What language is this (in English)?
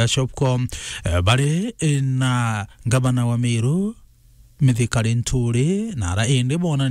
Meru